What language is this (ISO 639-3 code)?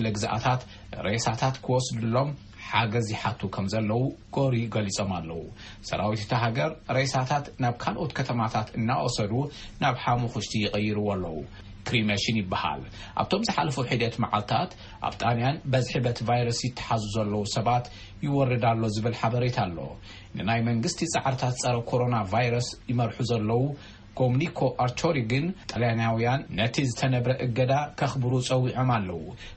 tir